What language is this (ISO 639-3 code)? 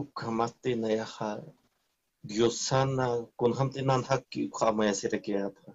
aym